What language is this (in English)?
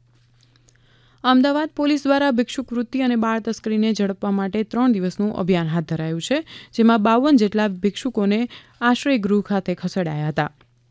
Gujarati